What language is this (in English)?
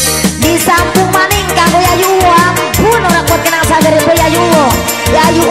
Javanese